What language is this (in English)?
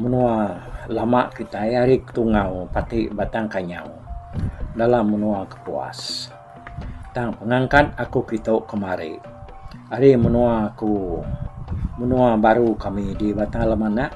Iban